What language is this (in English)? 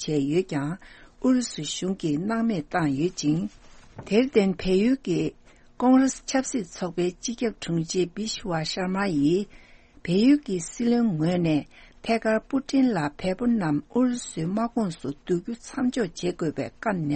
Tibetan